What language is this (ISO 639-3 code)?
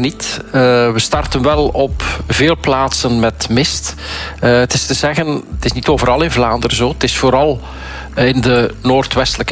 nld